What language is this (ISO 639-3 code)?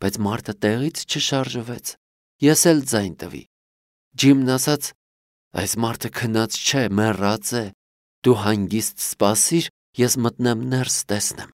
hye